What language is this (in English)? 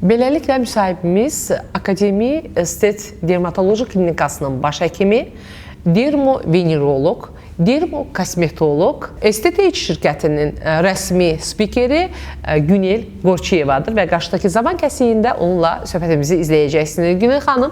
Azerbaijani